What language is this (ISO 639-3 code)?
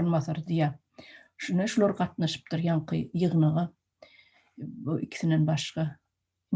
tuk